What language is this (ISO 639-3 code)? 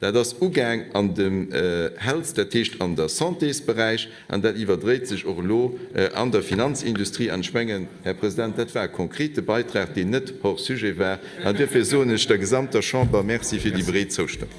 ltz